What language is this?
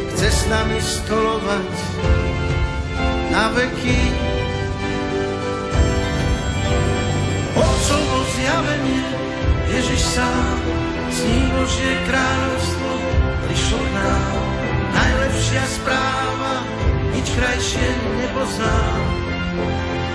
Slovak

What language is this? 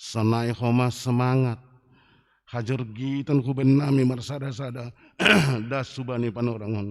Batak Simalungun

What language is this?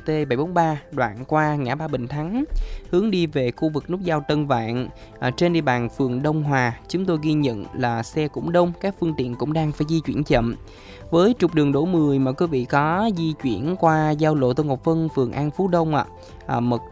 Vietnamese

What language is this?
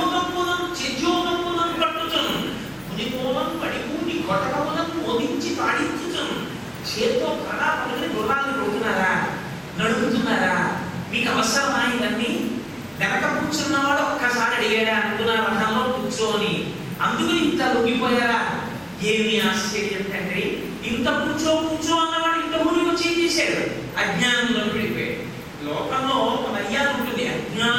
Telugu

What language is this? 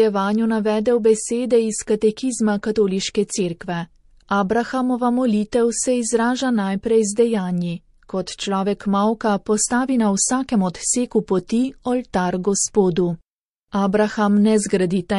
Slovenian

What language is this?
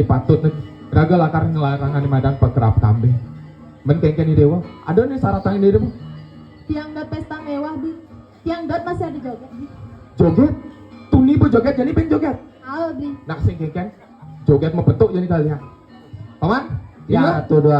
Balinese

